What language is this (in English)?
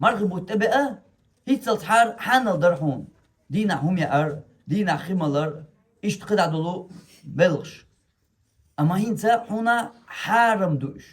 Chechen